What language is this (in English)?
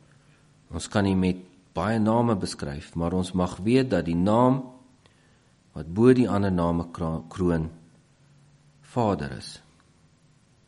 Afrikaans